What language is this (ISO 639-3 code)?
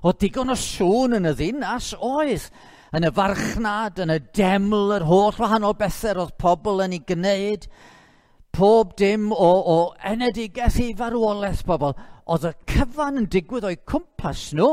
cym